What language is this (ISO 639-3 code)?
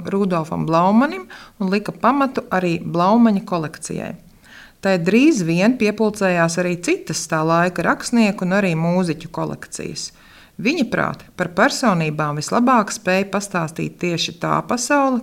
lav